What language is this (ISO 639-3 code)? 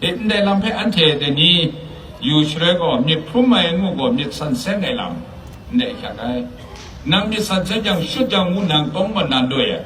kac